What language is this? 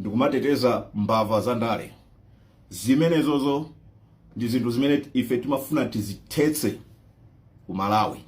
Nyanja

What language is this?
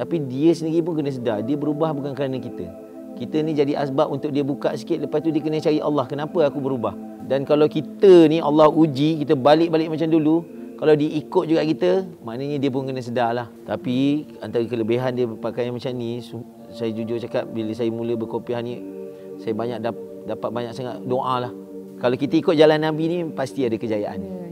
Malay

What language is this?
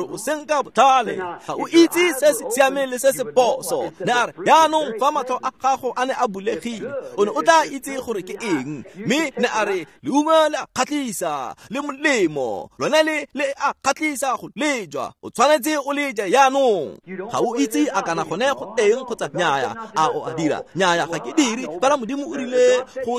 Tswana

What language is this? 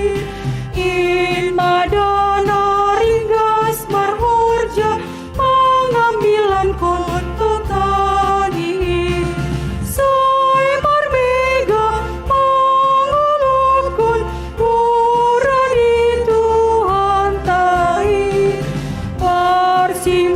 Batak Simalungun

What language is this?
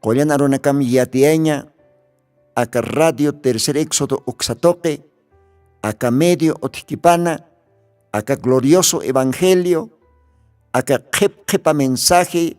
Aymara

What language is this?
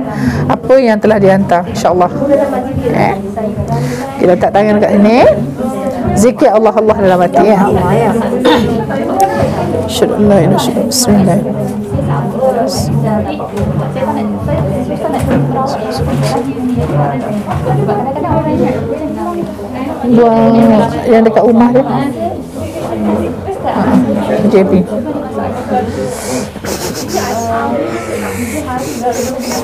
Malay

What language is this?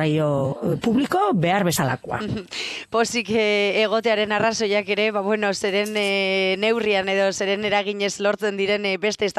Basque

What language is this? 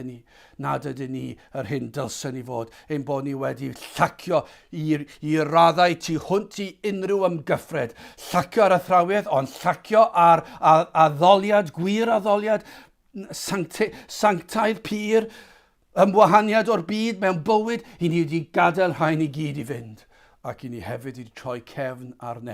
Welsh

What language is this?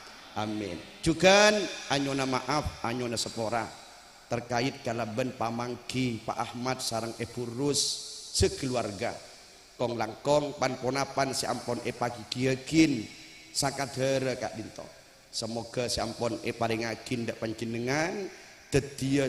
Madurese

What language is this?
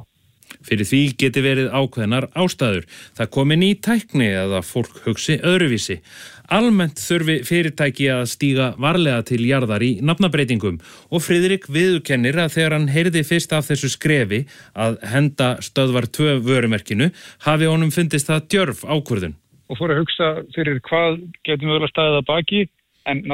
Icelandic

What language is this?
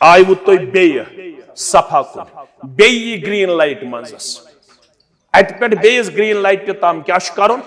Kashmiri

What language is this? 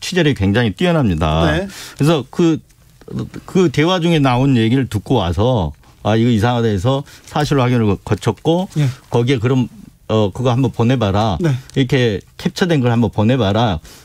Korean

